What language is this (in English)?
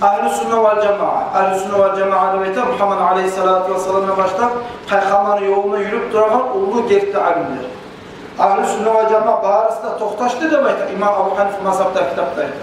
Kumyk